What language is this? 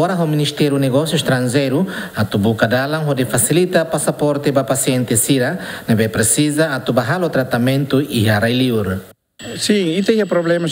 Tetum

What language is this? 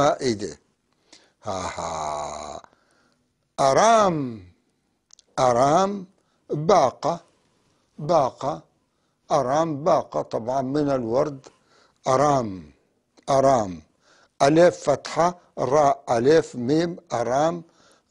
North Levantine Arabic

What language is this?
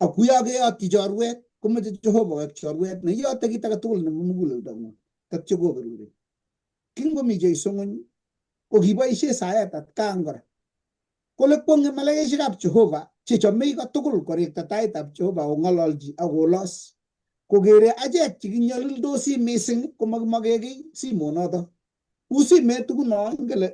Kalenjin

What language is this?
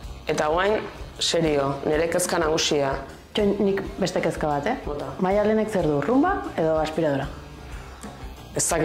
Basque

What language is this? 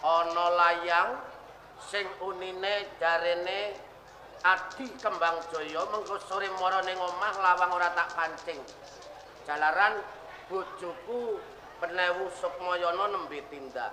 Javanese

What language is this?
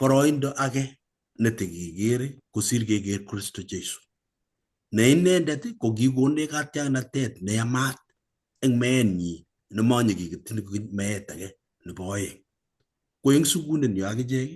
Kalenjin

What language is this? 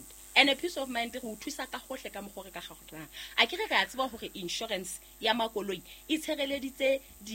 Southern Sotho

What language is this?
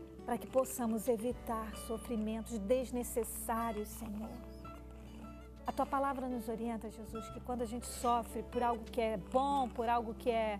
Portuguese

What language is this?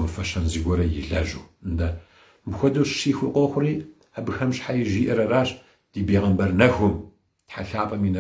Kabardian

